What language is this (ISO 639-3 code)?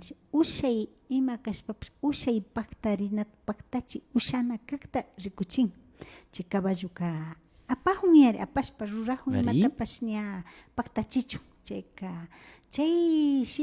qvi